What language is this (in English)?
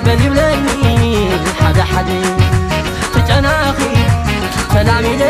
Tigrinya